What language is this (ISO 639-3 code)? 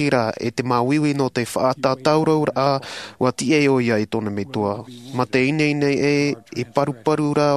tah